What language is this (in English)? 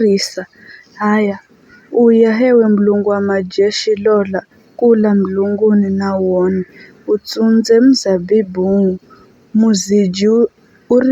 Giryama